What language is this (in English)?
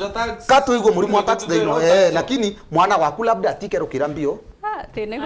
Meru